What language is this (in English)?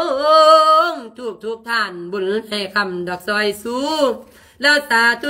Lao